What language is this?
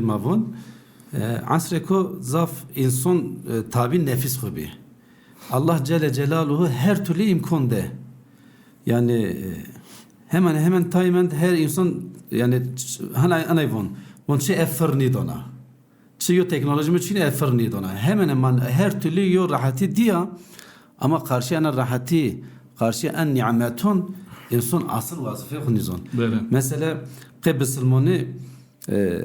Zaza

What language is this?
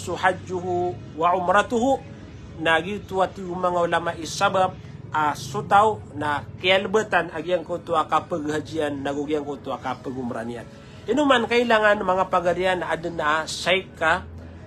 Maranao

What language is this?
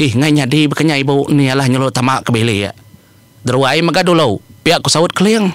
Iban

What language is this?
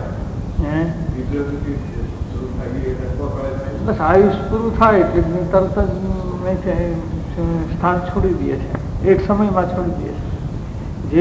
Gujarati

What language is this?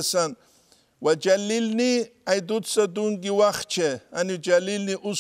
Avaric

